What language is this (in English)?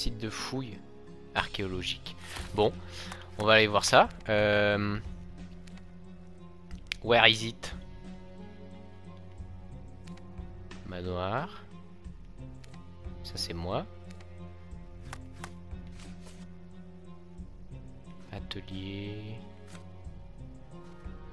French